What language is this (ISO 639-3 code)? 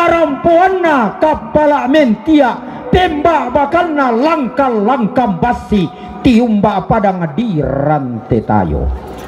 sda